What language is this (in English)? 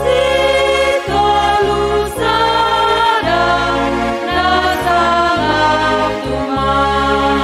Batak Simalungun